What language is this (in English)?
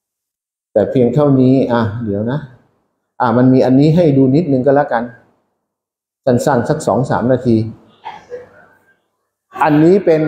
Thai